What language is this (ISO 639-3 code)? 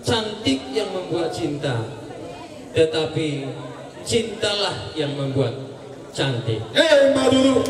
bbc